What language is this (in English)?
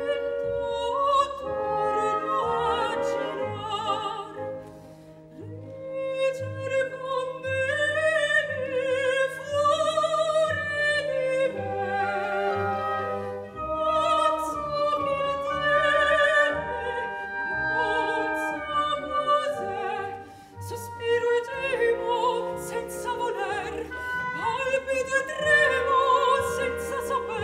Italian